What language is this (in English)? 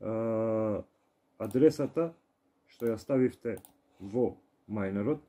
Macedonian